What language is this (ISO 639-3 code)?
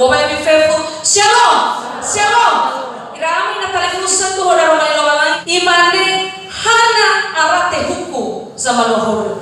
nia